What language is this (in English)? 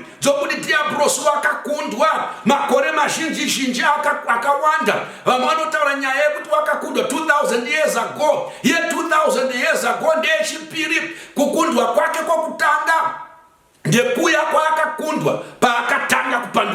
Shona